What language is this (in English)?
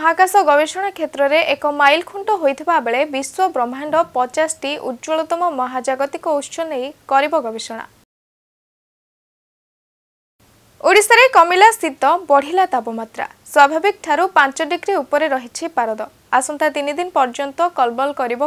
Odia